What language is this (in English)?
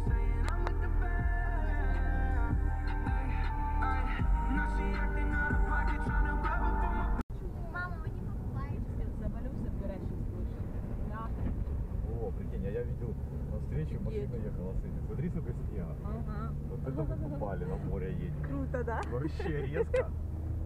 Russian